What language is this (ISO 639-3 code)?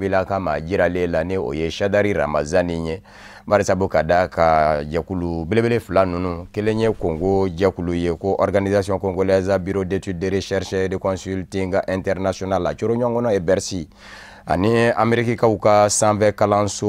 bam